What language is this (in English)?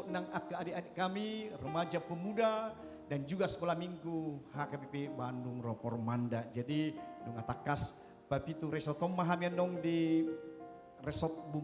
Batak Toba